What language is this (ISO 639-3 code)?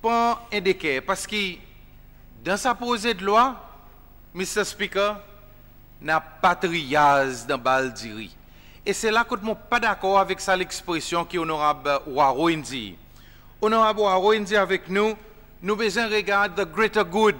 crs